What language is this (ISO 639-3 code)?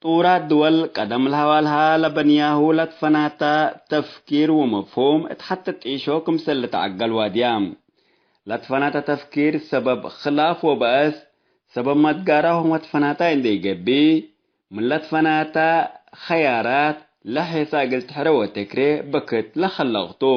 tig